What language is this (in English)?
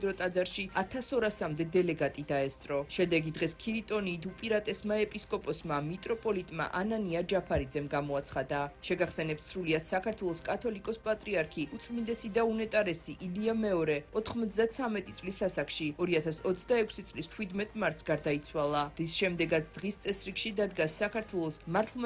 Georgian